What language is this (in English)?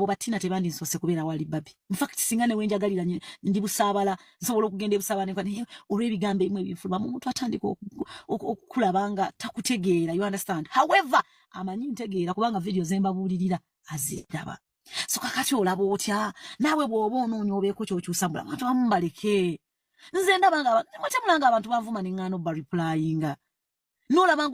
Ganda